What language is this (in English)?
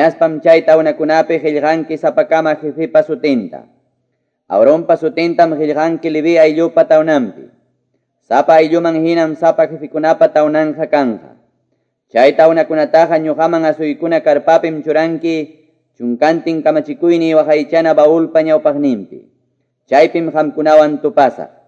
Quechua